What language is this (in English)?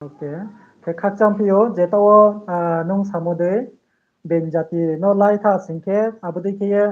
Riang (India)